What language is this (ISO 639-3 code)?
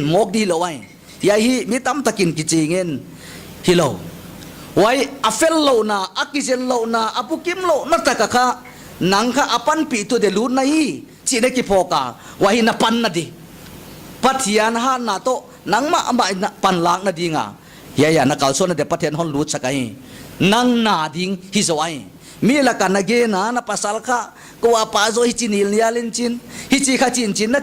pck